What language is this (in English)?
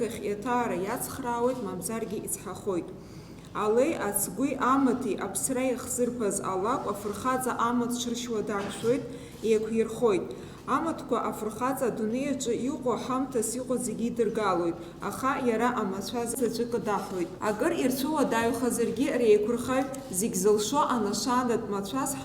Abkhazian